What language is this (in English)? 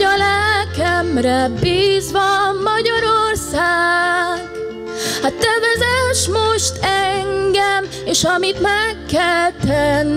Hungarian